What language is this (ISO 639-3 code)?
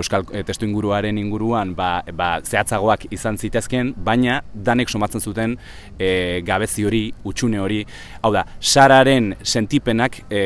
eus